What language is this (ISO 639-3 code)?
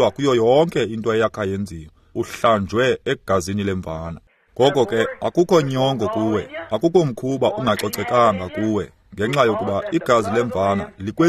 xho